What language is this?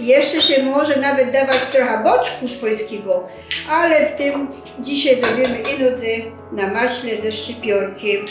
Silesian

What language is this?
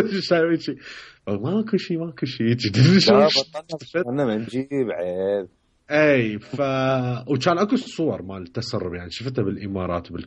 Mesopotamian Arabic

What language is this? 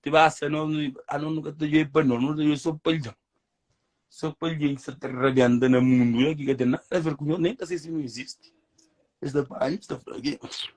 Kabuverdianu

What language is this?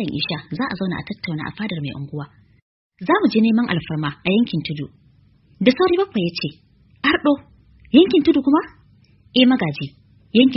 Hausa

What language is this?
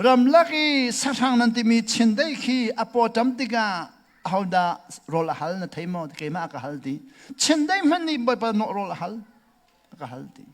Hakha Chin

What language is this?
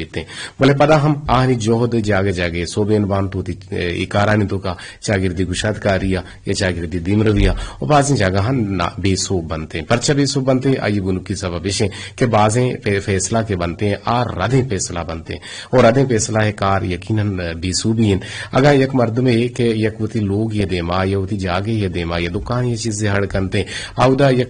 Eastern Balochi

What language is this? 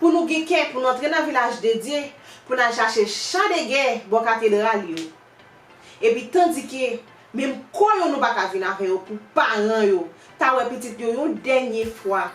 Haitian Creole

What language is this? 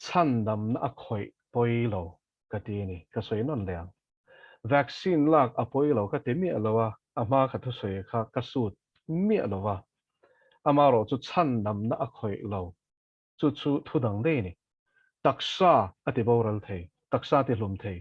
Mizo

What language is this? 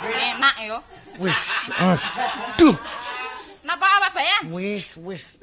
Javanese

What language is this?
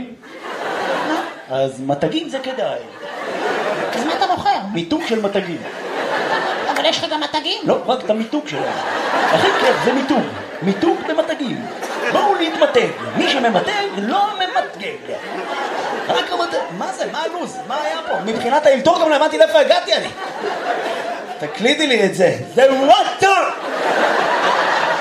Hebrew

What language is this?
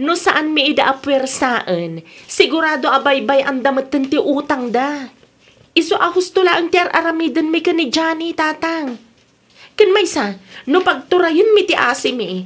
Iloko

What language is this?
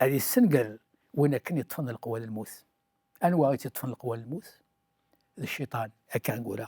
Kabyle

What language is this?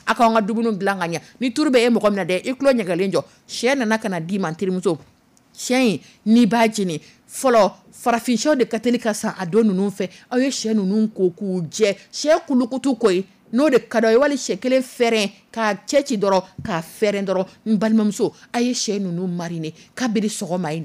Dyula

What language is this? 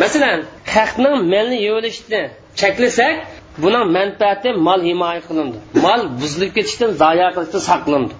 Uyghur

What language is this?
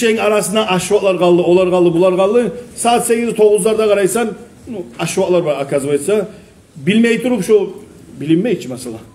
Kumyk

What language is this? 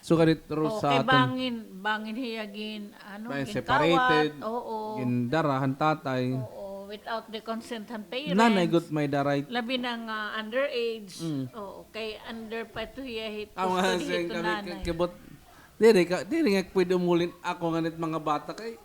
Waray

